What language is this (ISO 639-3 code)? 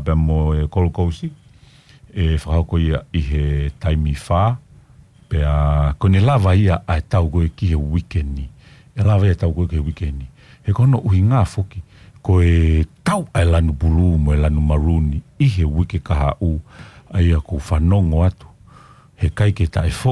ton